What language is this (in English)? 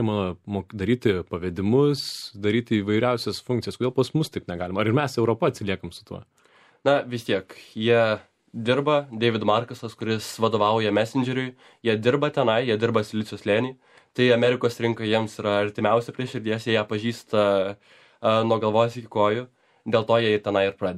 Lithuanian